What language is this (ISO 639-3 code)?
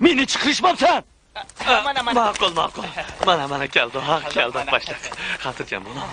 uig